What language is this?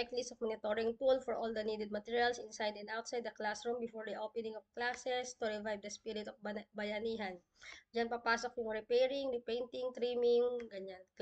Filipino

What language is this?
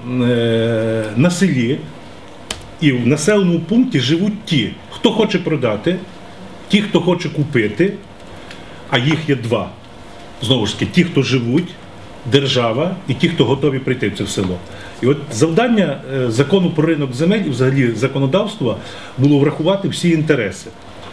Ukrainian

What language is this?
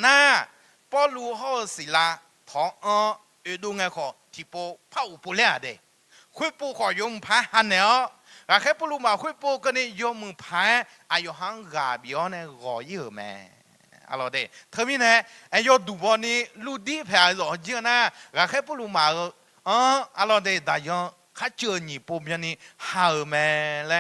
Akha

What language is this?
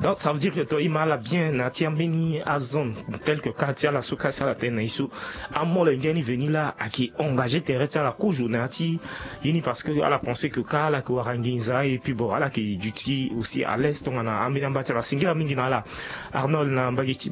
Sango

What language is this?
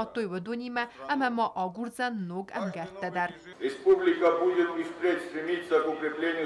Ossetic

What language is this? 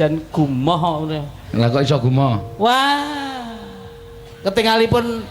Javanese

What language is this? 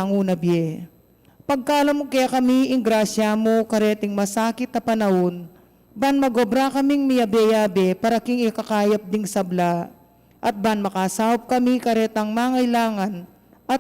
Pampanga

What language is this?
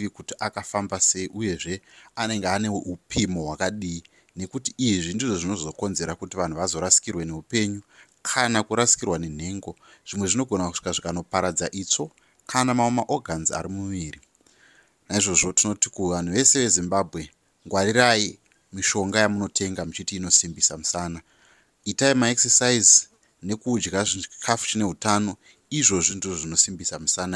Shona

